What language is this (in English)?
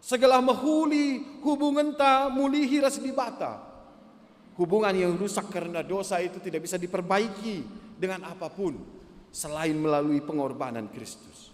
Batak Karo